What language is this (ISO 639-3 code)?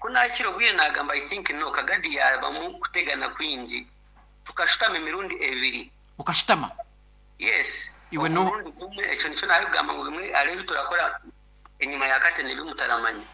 nyn